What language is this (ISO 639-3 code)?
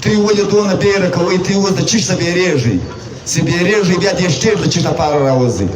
pus